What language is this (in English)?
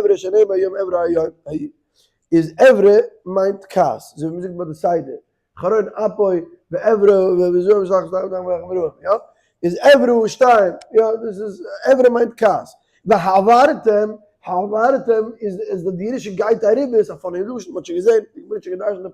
Yiddish